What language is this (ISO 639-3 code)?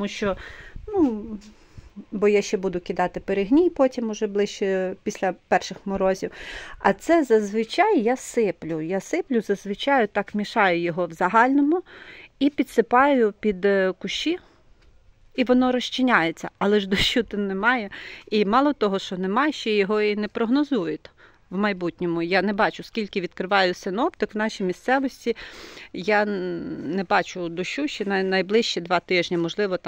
ukr